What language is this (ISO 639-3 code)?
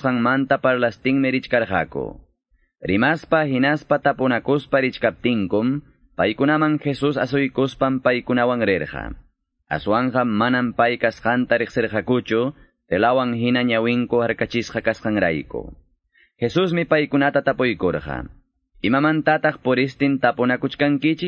que